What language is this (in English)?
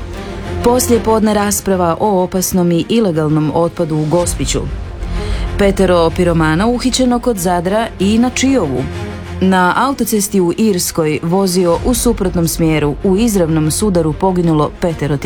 Croatian